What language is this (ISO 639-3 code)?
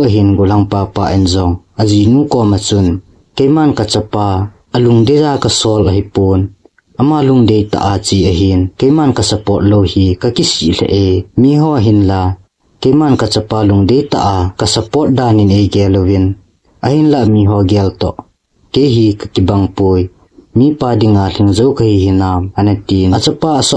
tcz